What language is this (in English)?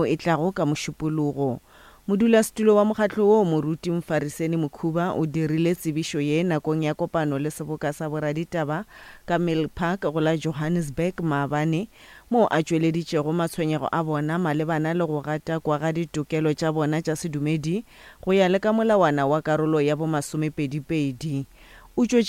Northern Sotho